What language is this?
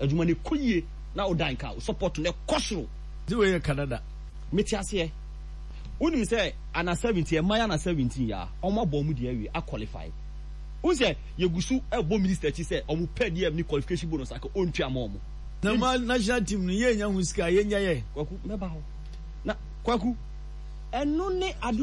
Akan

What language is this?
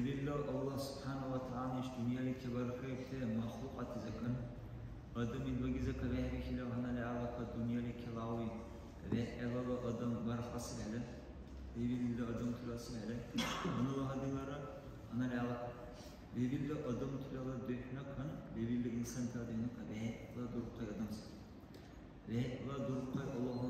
Dargwa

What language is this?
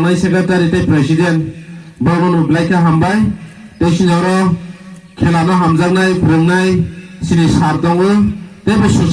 Kok Borok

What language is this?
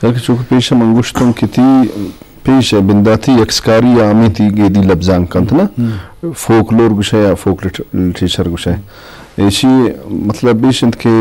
Eastern Balochi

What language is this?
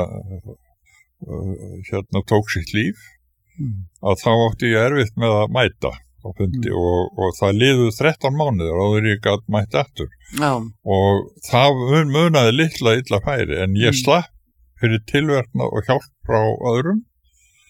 Icelandic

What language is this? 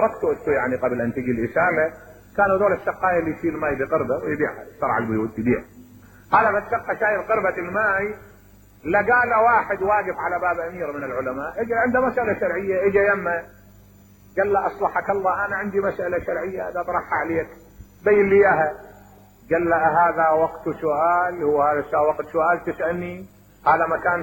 Mesopotamian Arabic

